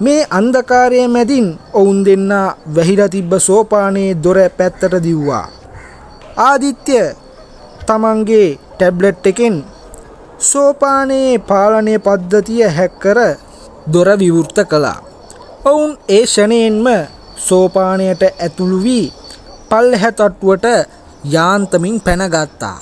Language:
Sinhala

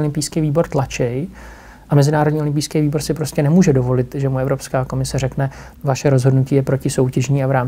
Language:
Czech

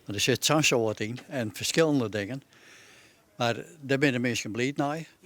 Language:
Western Frisian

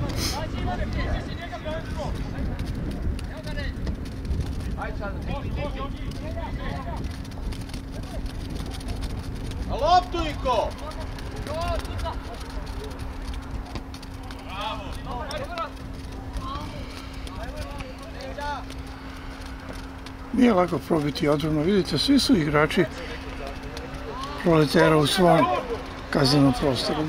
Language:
Serbian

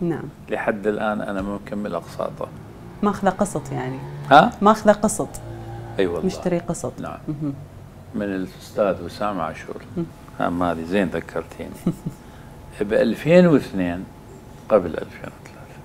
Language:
Mesopotamian Arabic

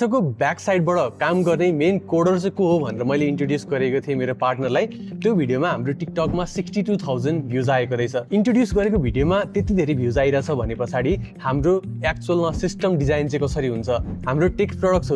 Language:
Nepali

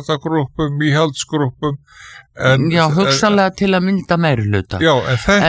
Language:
Icelandic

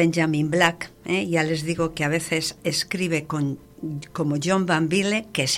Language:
Spanish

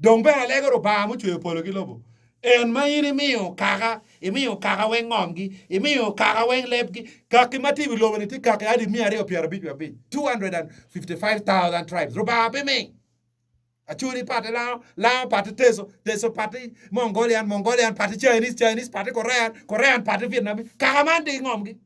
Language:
Acoli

